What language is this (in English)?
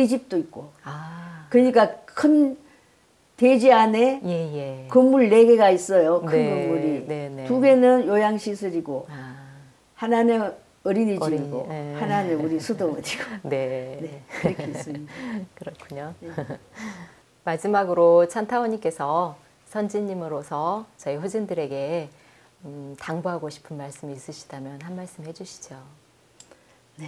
Korean